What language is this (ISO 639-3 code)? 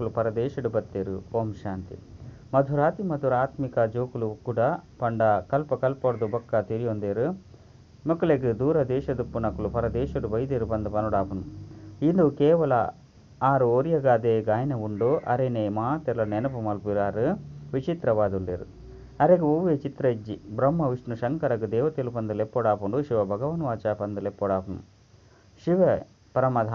tcy